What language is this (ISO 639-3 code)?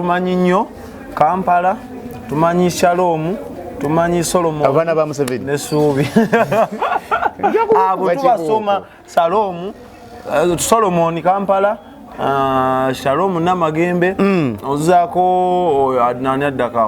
lug